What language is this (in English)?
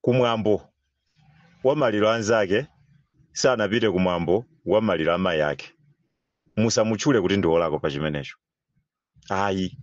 Nyanja